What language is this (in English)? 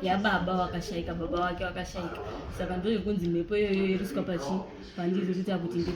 Shona